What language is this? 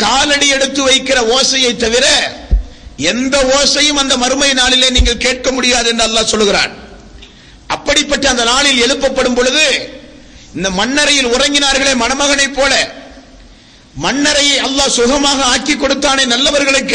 Tamil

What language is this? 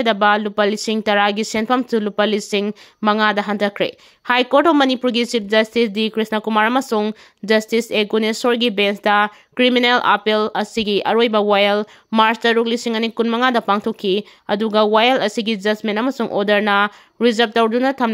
Manipuri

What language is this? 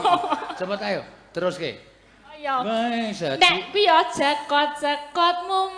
Javanese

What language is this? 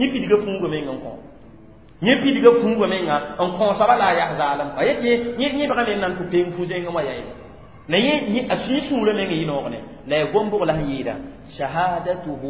Mossi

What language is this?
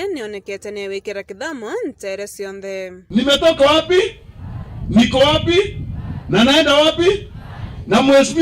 Meru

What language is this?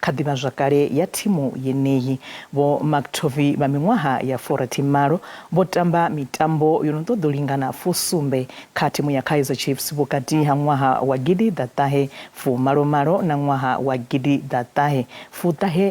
Venda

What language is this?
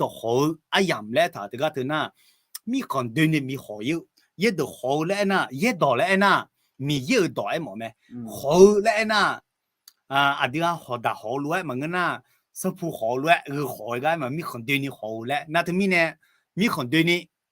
Akha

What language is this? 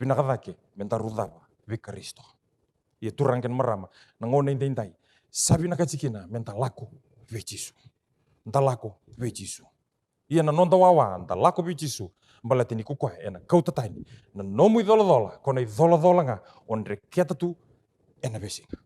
Fijian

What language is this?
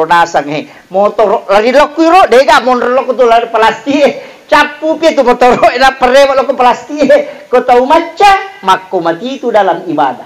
Buginese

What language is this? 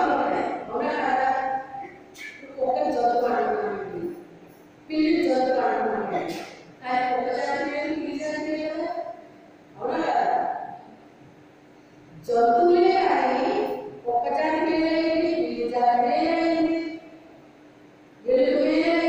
Telugu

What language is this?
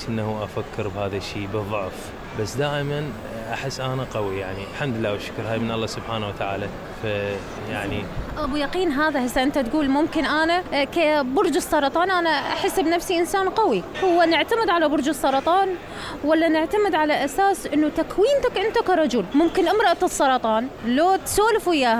Mesopotamian Arabic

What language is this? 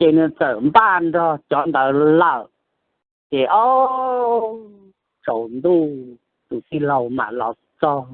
Hmong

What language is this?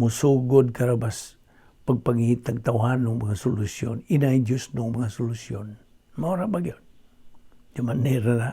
Cebuano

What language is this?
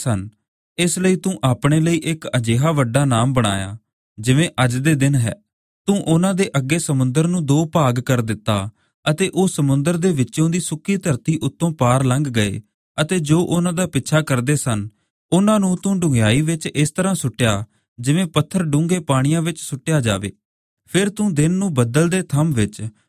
Punjabi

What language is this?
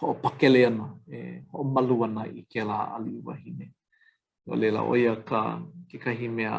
Hawaiian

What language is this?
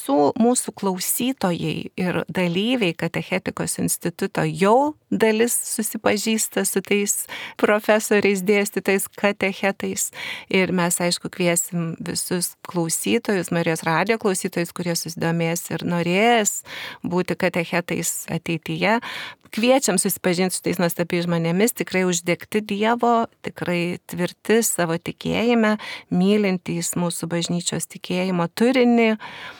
Lithuanian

